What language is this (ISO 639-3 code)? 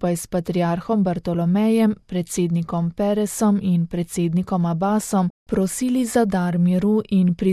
slv